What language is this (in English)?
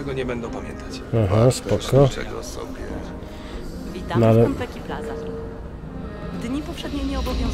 Polish